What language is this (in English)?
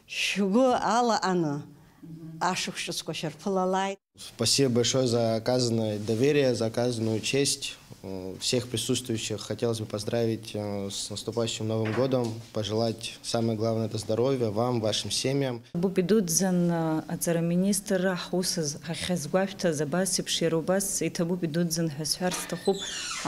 Abkhazian